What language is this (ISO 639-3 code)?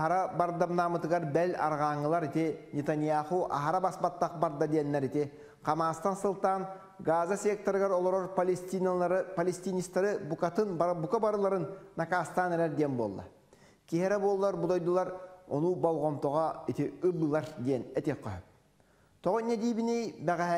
sah